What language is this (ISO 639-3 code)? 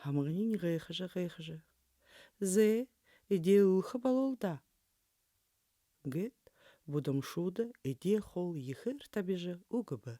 bua